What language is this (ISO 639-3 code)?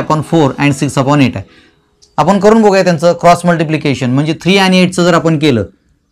mar